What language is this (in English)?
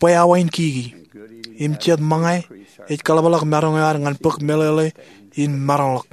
Marshallese